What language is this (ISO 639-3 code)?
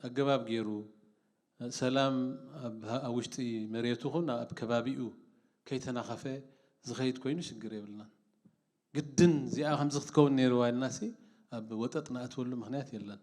tir